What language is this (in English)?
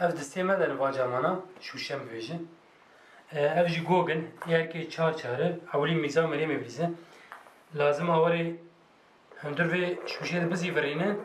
Kurdish